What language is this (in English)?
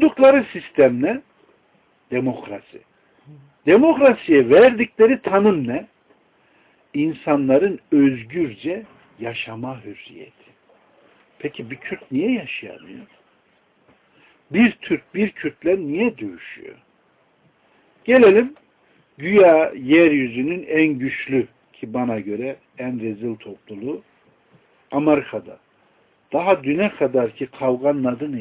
Turkish